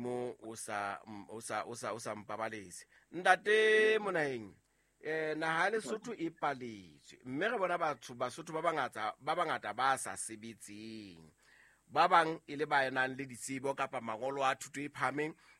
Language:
Southern Sotho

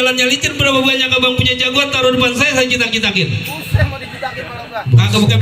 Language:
Betawi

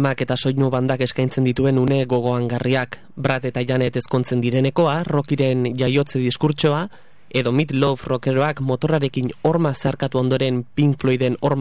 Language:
Basque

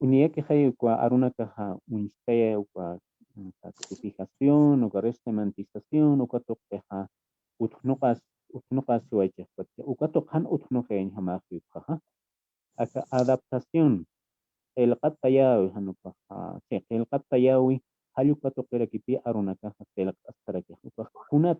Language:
Aymara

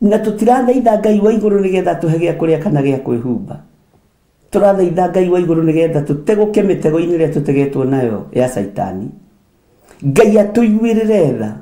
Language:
Kikuyu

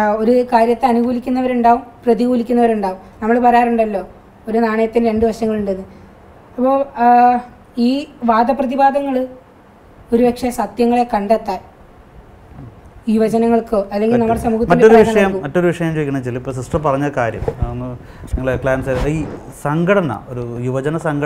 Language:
Malayalam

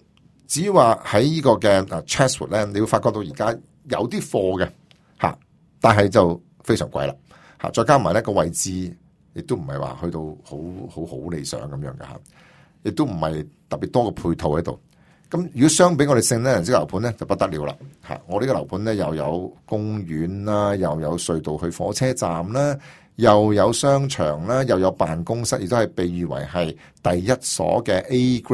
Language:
Cantonese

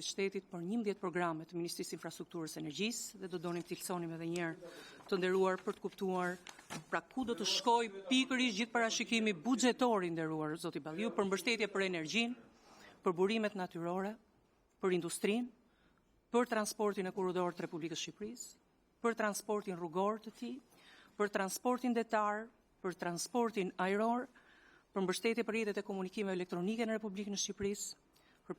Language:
Albanian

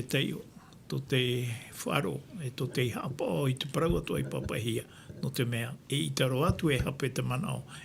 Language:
Tahitian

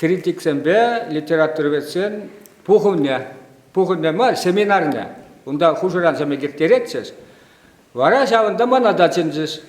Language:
Chuvash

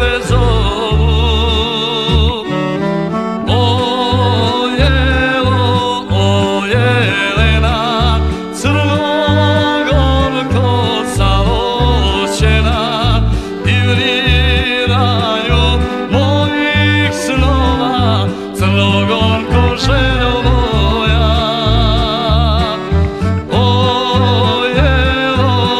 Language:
Serbian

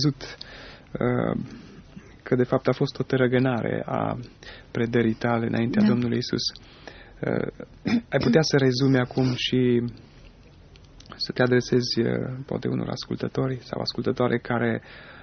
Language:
Romanian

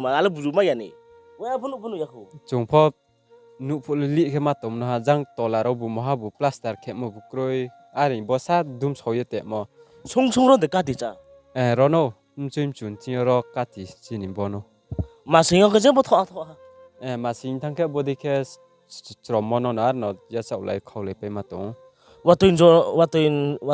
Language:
Riang (India)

